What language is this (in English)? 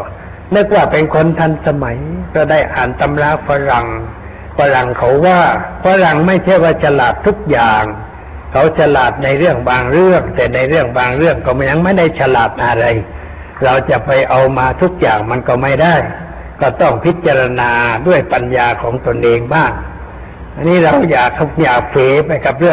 Thai